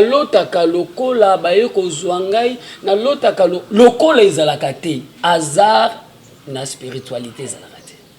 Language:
Lingala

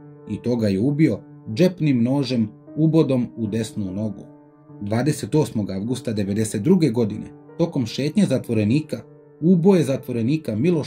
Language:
Serbian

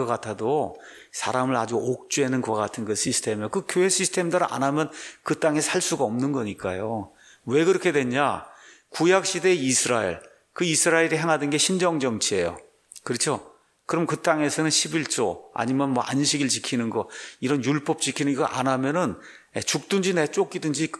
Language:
Korean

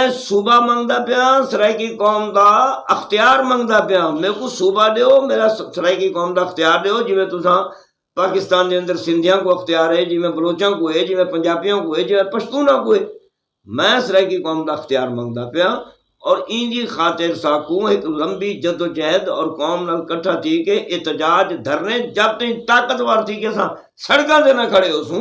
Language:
Saraiki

